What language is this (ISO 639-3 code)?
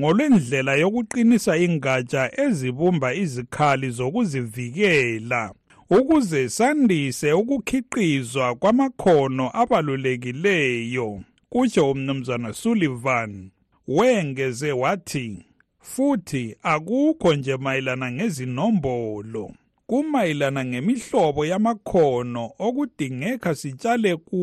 nde